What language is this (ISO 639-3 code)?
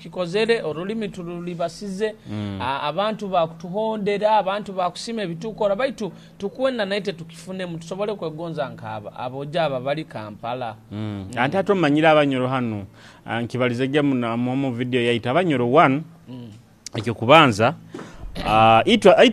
nyo